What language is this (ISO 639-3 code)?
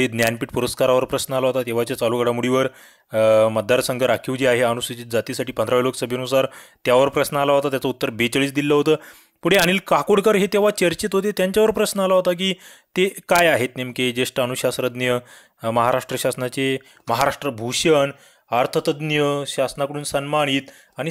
mar